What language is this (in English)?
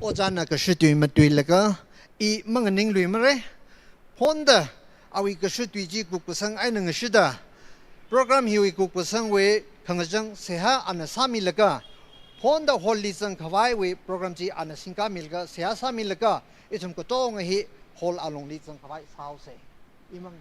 Tangkhul Naga (India)